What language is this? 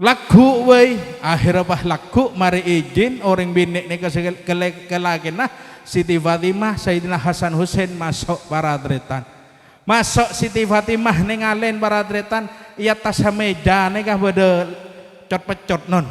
Madurese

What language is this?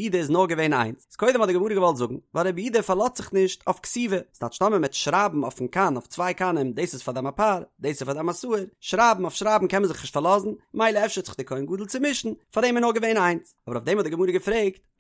Yiddish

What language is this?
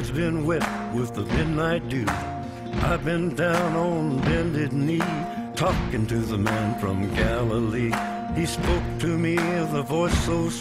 English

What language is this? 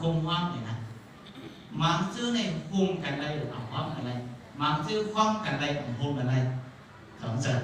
Shan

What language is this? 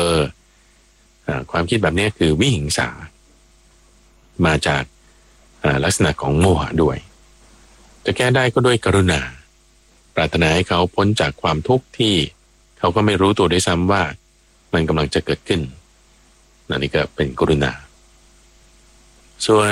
Thai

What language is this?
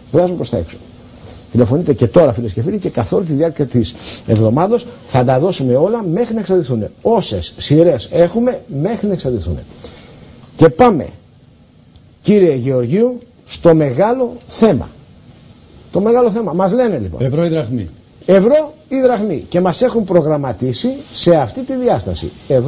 Greek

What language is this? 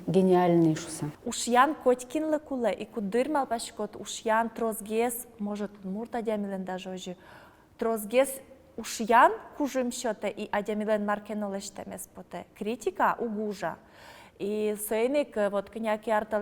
Udmurt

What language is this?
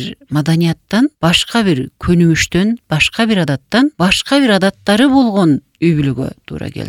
Kyrgyz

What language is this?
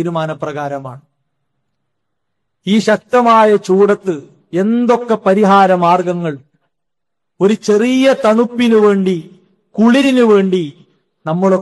Malayalam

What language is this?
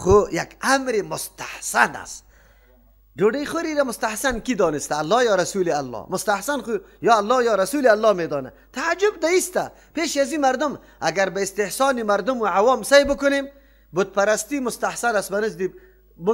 Persian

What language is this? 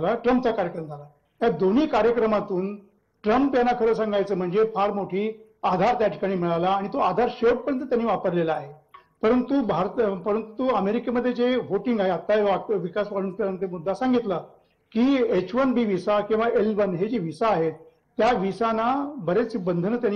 Marathi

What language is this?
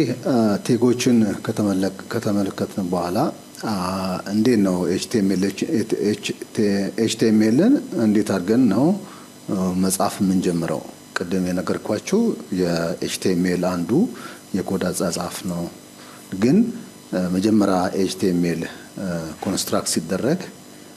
Amharic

